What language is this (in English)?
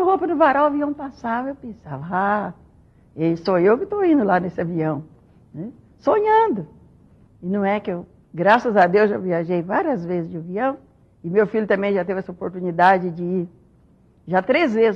Portuguese